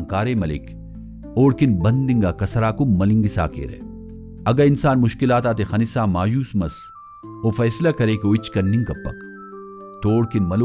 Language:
Brahui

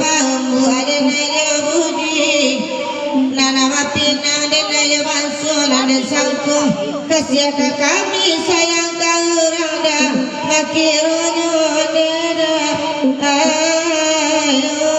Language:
Minangkabau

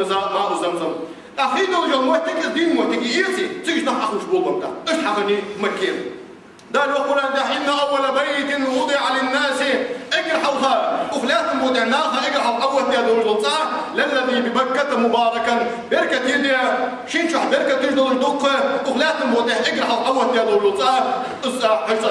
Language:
Ingush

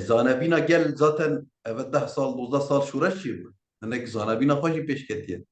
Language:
Kurdish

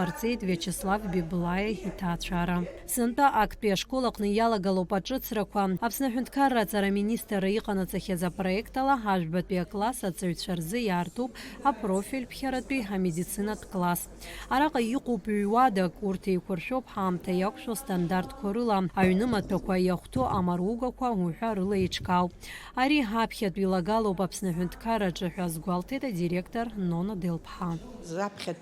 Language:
Abkhazian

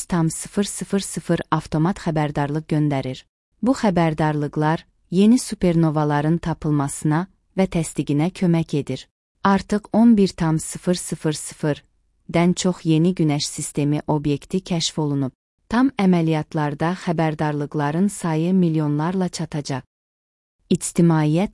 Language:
Azerbaijani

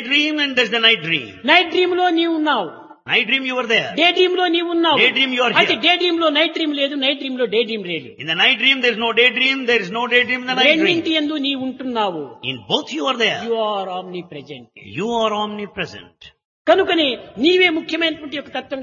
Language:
Telugu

